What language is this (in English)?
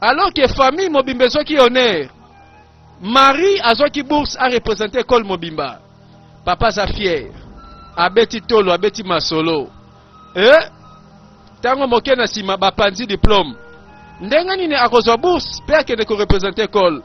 Lingala